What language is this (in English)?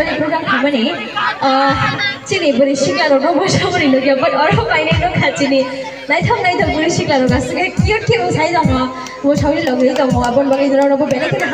Kok Borok